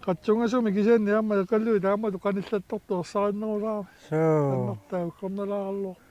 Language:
Kalaallisut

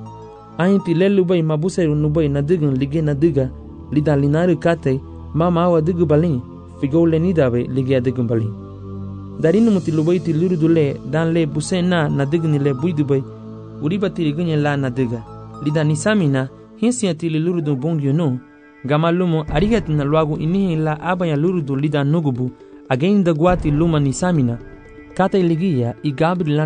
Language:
Garifuna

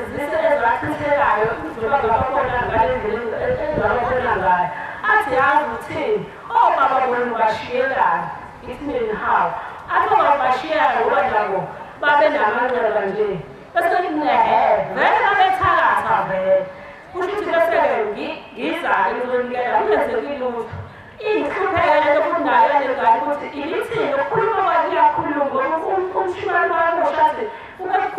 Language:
Zulu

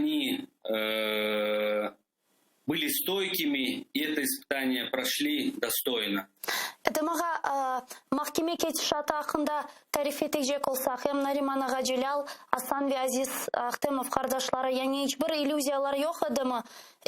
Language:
Crimean Tatar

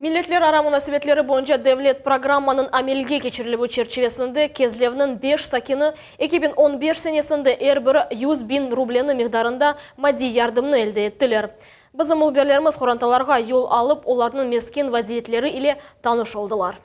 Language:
Crimean Tatar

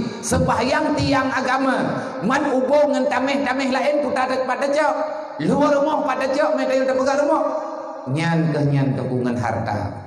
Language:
Achinese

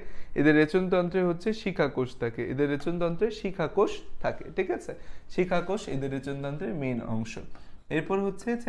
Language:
Bangla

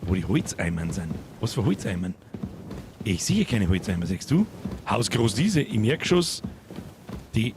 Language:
Bavarian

